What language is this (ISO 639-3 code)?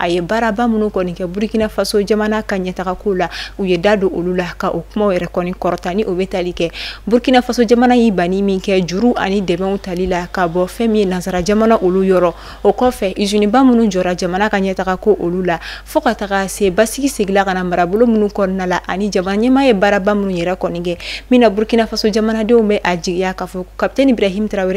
bam